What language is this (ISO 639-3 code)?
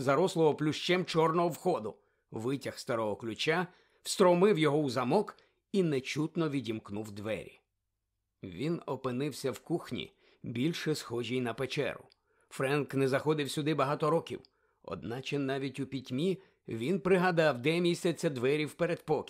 ukr